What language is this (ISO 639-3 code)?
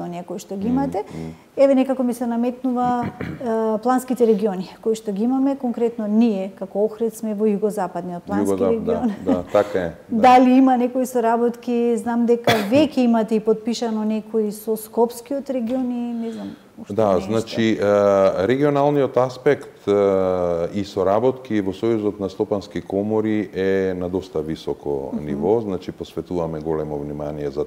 mkd